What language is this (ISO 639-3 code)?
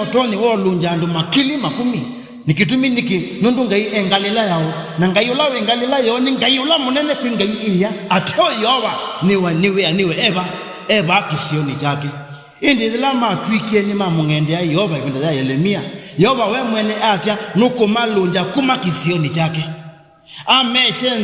kam